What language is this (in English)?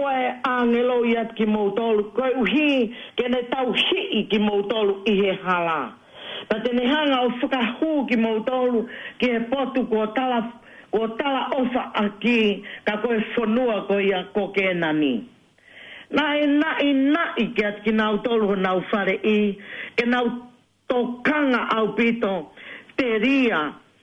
Tongan